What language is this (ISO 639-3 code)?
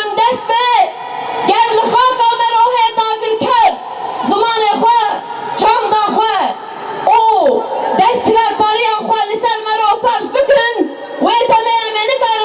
kur